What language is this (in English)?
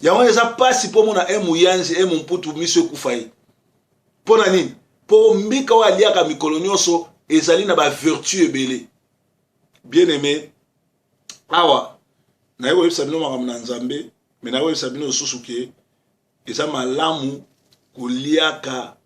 Lingala